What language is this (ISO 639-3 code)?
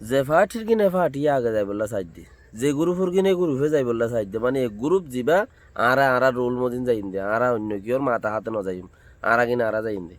rhg